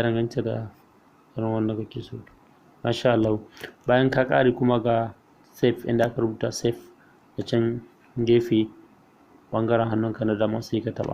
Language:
Hausa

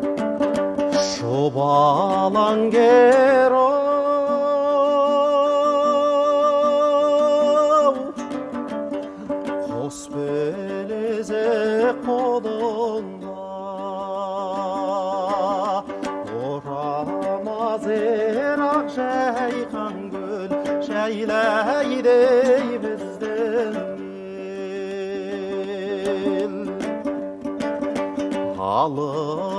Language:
Kazakh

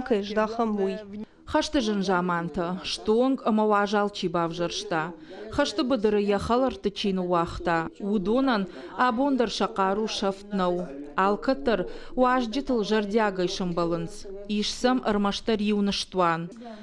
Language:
Ossetic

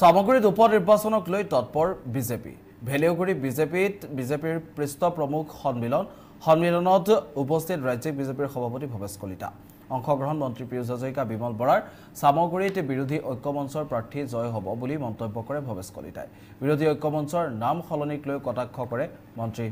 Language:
Assamese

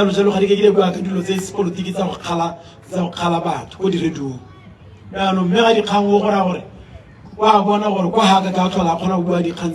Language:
Tswana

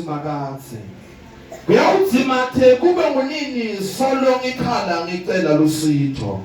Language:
Zulu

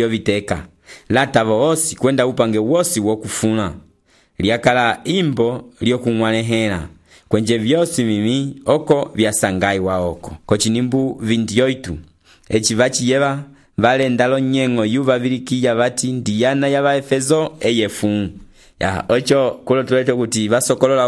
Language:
Umbundu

